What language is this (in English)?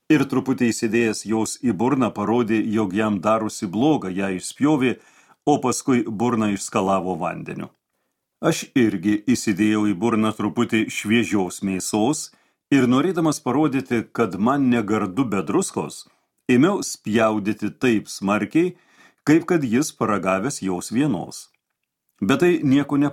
Lithuanian